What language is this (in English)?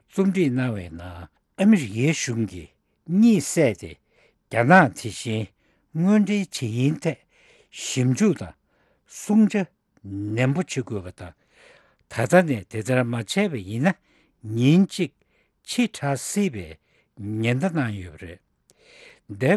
Tibetan